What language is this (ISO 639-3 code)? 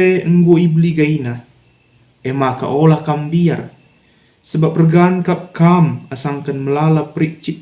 btx